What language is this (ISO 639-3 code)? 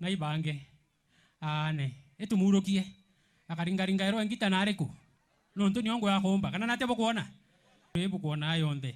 mer